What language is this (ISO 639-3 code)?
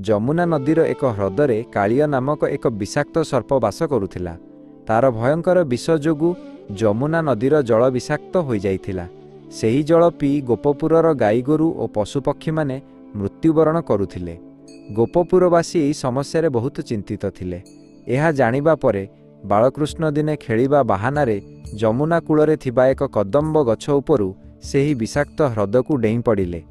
ori